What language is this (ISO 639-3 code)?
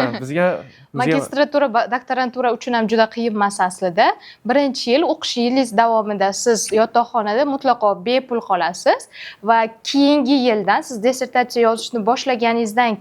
uzb